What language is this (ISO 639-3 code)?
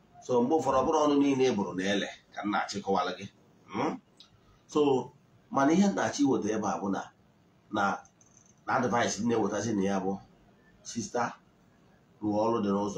ibo